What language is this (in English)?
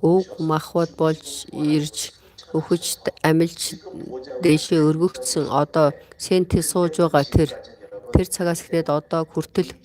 Mongolian